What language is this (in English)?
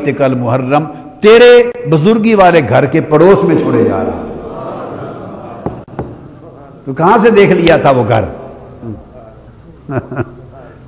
Urdu